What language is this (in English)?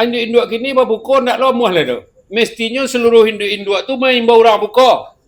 Minangkabau